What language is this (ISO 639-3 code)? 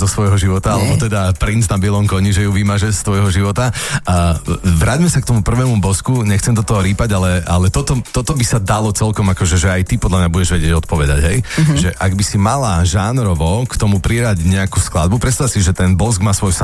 slk